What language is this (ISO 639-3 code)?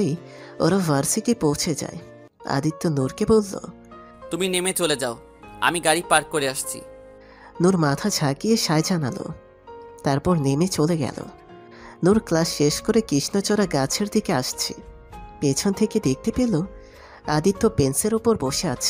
ben